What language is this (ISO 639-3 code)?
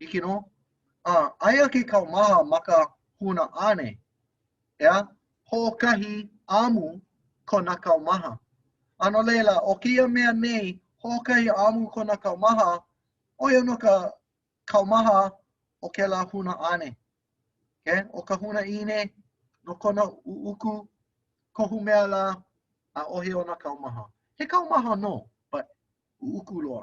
haw